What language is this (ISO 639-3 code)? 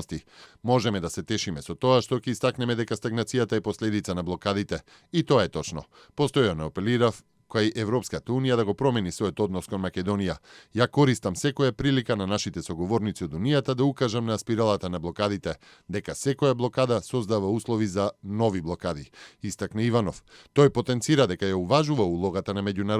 mkd